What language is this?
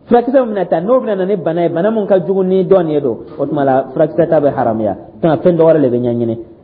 Dyula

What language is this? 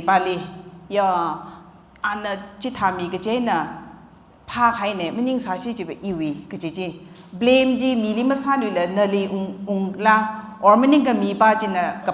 Tangkhul Naga (India)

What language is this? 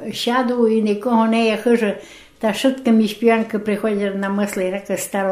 Rusyn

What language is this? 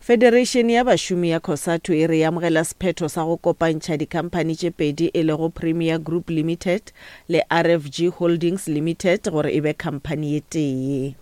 Northern Sotho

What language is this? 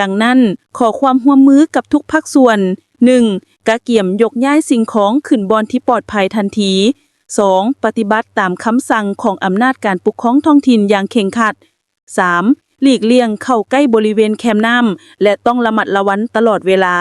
Lao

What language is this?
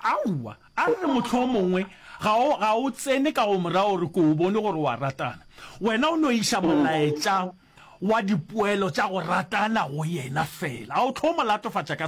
Northern Sotho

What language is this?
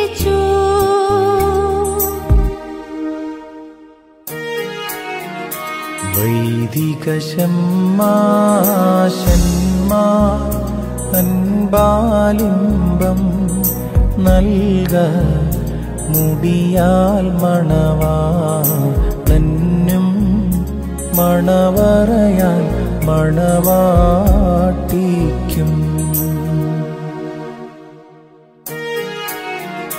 Malayalam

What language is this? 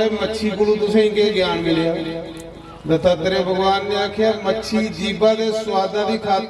Dogri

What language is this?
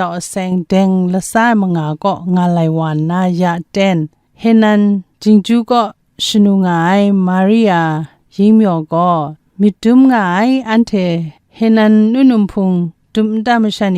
Kachin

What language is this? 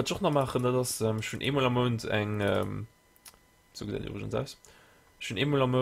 Luxembourgish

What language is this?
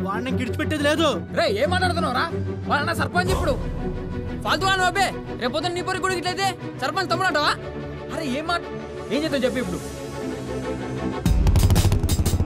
Telugu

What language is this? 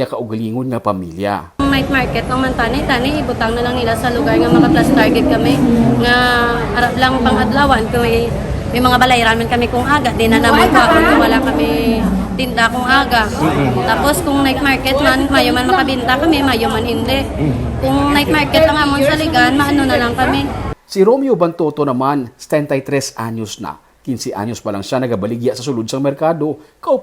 Hiligaynon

